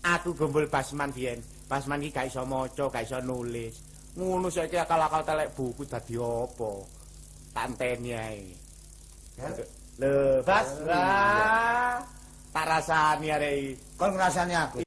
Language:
Javanese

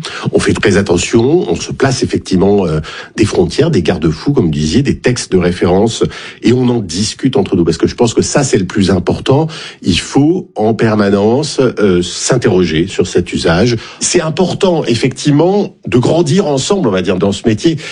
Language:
French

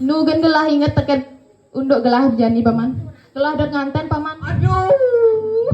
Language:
Balinese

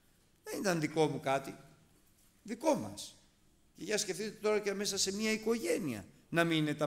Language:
Greek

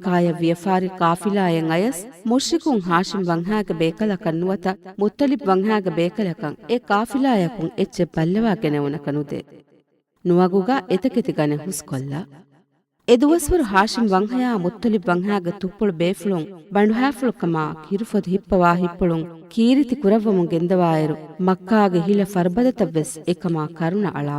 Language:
Divehi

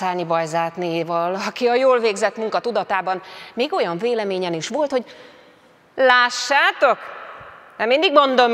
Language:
Hungarian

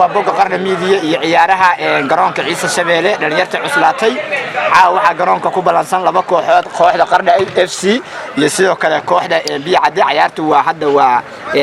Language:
Somali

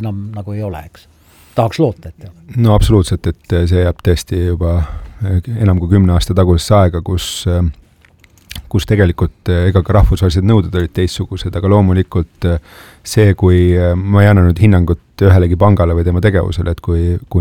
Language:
Estonian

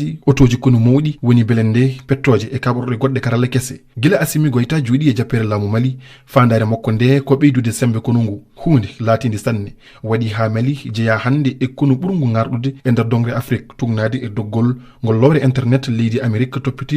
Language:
Fula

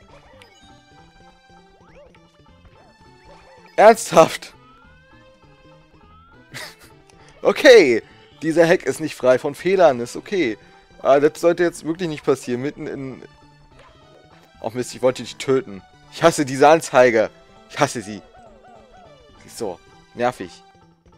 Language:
German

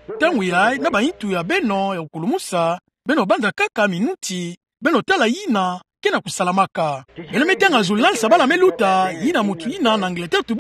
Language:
Kituba (Democratic Republic of Congo)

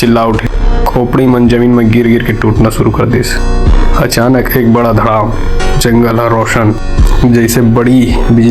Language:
Chhattisgarhi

